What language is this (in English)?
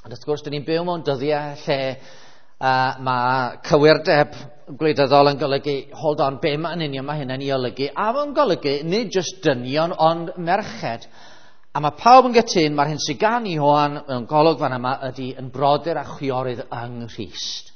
Welsh